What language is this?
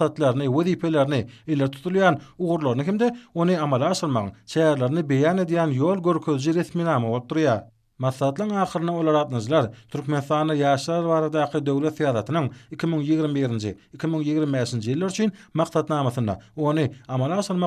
Turkmen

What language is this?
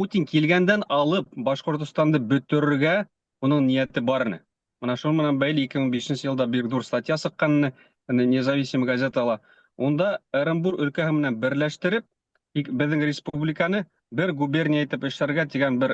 Bashkir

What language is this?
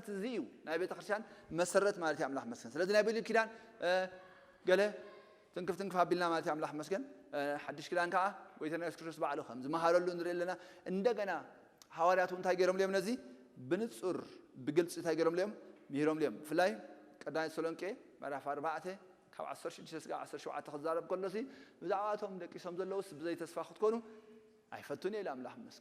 Tigrinya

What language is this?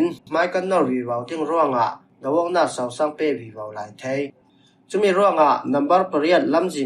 Falam Chin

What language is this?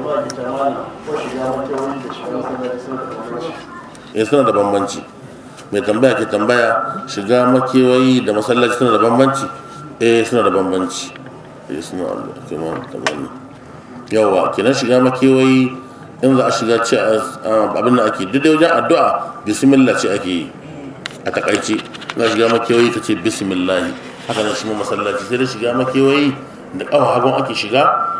Hausa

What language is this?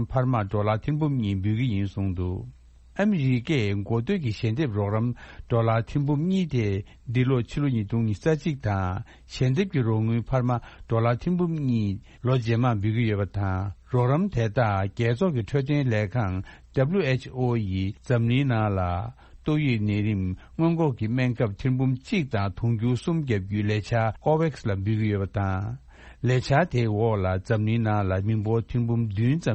Tibetan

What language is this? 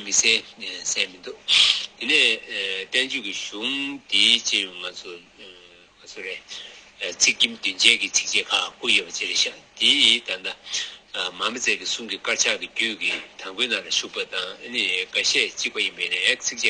Tibetan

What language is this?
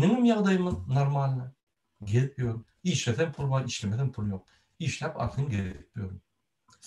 Turkmen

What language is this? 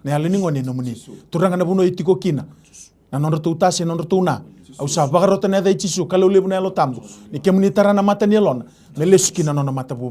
Fijian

